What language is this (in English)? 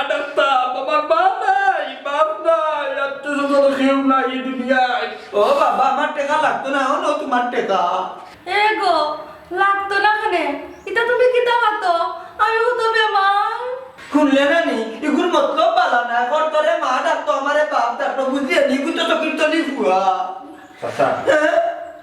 Sylheti